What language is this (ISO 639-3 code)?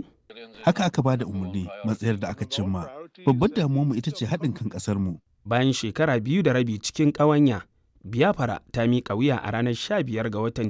hau